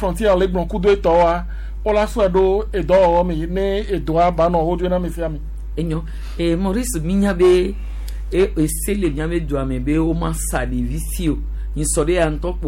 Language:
Gen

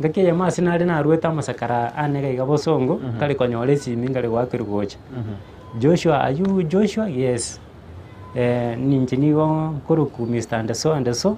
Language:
Gusii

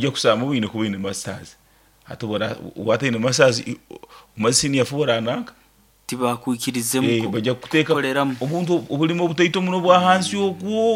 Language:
Nyoro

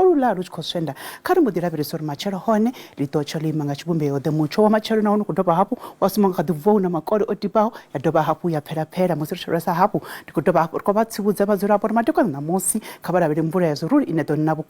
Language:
Venda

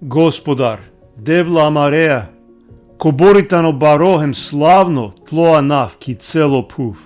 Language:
Balkan Romani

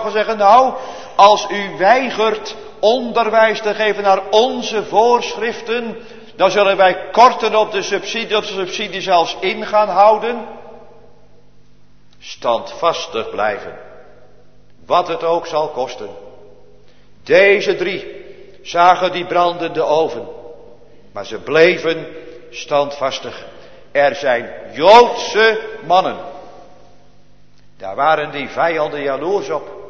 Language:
Dutch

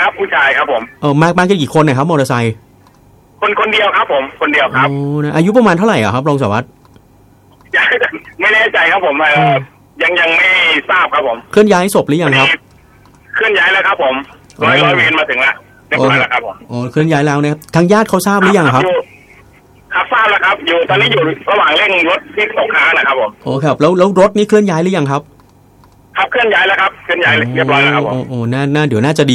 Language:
Thai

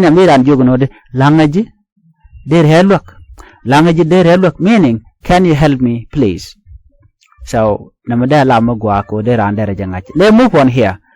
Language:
Nuer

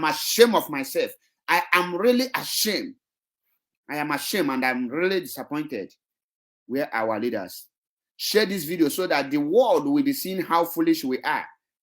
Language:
Nigerian Pidgin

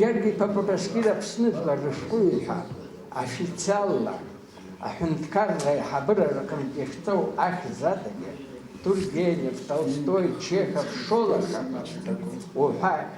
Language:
Abkhazian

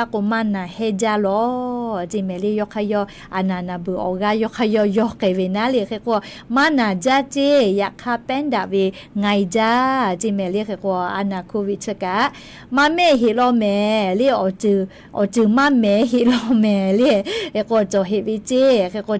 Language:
Lahu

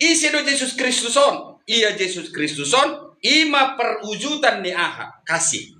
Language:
Batak Toba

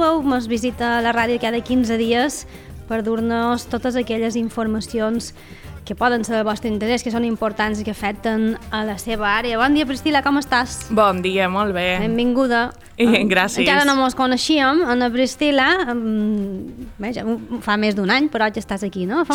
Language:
Catalan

